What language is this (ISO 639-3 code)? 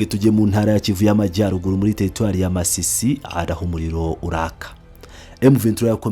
kin